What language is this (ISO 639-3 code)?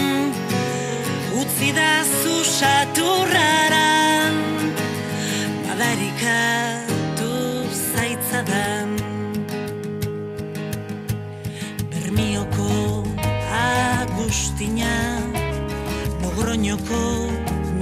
eus